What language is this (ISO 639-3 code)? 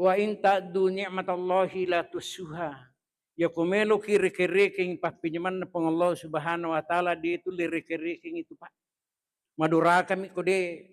bug